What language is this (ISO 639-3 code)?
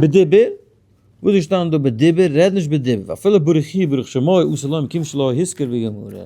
yid